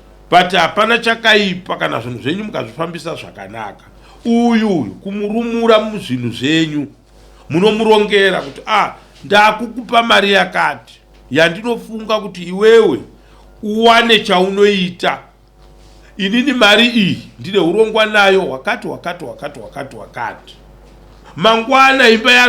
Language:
Shona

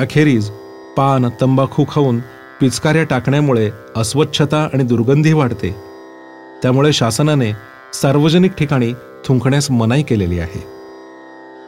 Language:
Marathi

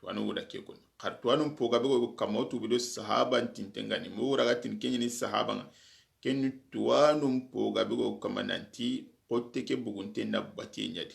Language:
Soninke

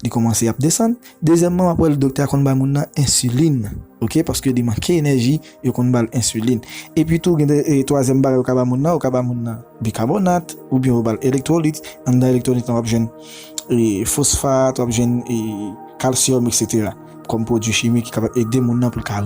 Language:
Haitian Creole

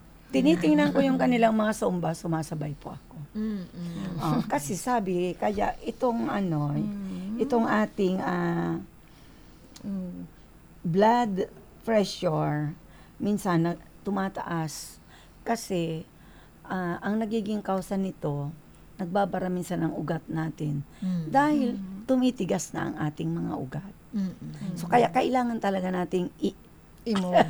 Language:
Filipino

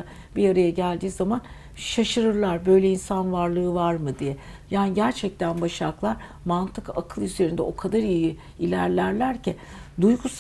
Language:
Turkish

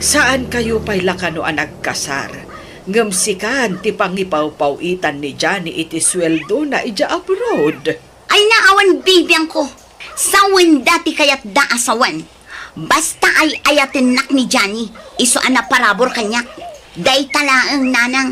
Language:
Iloko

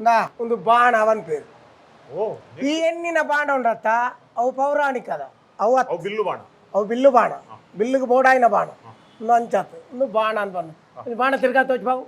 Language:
Tulu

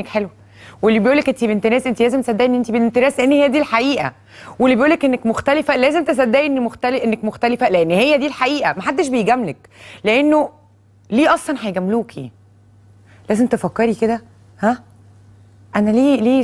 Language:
Egyptian Arabic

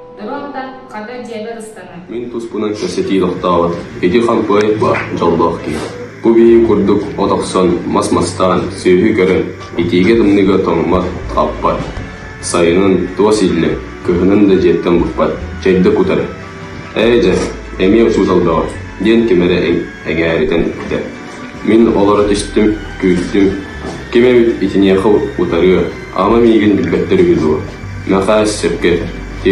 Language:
Yakut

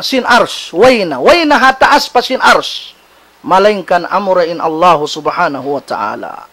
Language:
Tausug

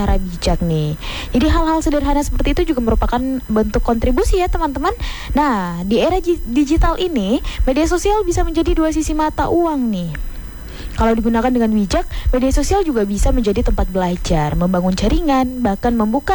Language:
Indonesian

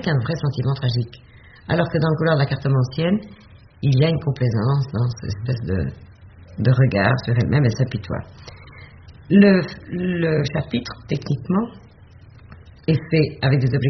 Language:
French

